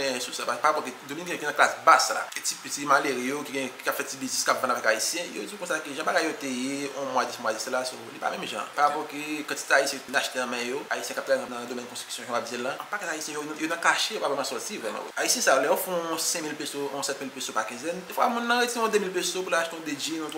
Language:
Haitian Creole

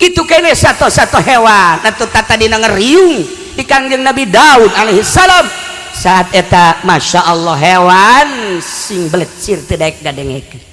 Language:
Sundanese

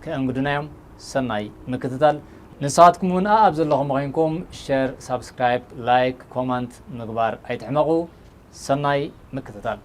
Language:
Tigrinya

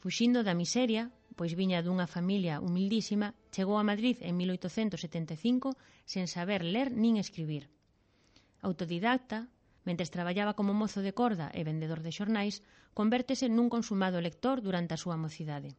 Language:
Galician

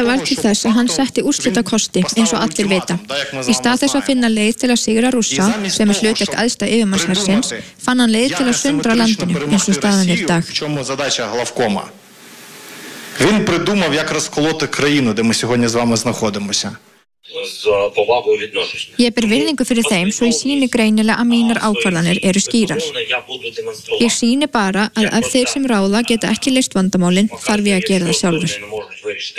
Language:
Icelandic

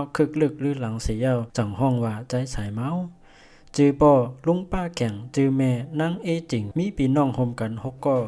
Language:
Shan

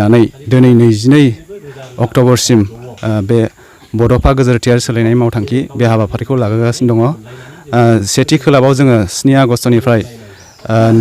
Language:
Bodo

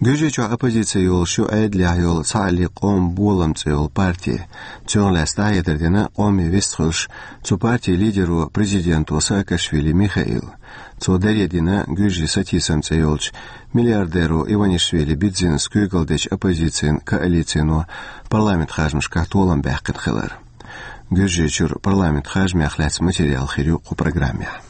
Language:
Chechen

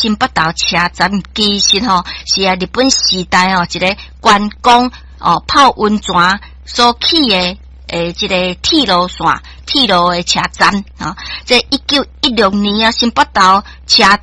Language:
Min Nan Chinese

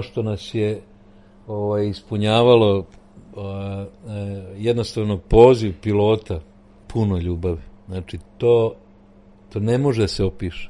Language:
Serbian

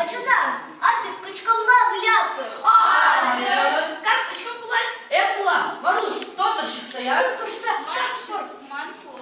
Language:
Chuvash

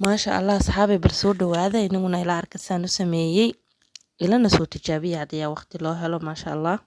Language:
Somali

